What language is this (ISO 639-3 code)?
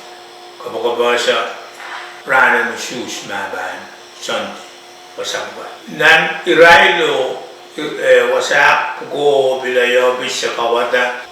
pon